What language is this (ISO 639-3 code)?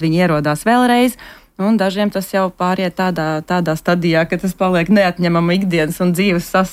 lav